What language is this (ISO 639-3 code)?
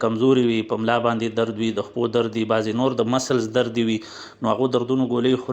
pus